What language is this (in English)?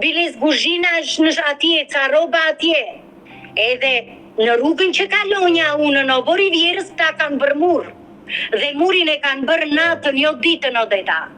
Albanian